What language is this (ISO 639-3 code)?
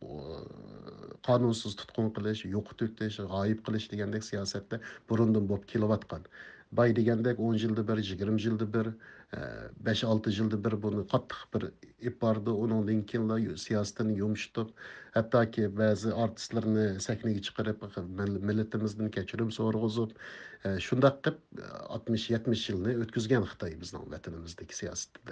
uig